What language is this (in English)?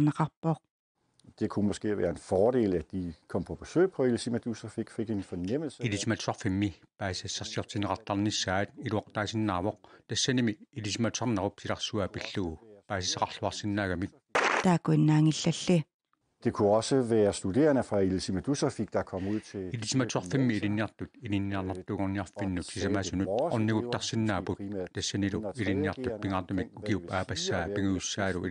Kalaallisut